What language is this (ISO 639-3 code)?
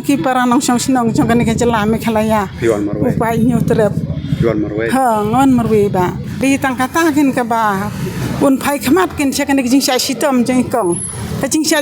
kha